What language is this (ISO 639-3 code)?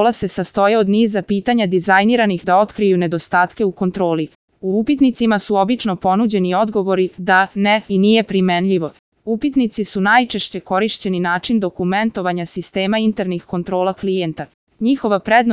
srp